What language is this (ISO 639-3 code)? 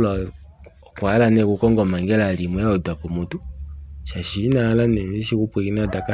kua